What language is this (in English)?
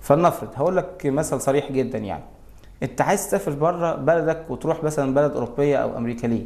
Egyptian Arabic